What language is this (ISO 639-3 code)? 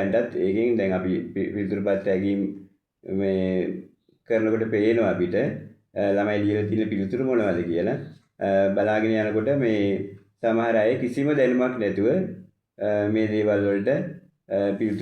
sin